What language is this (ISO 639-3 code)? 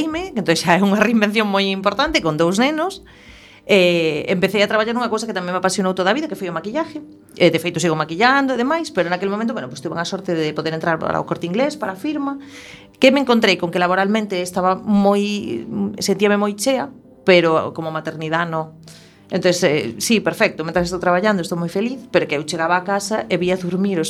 glg